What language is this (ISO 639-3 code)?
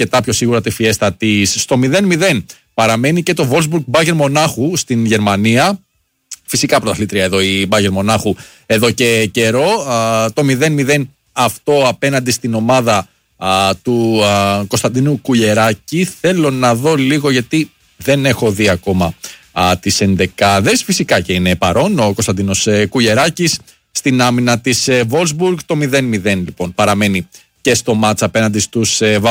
ell